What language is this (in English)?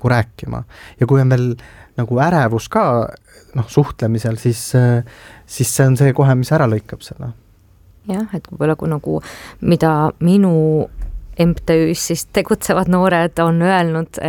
Estonian